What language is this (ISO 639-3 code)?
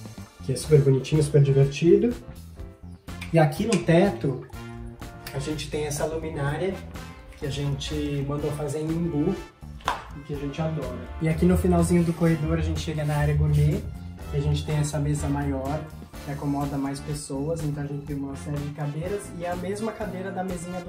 por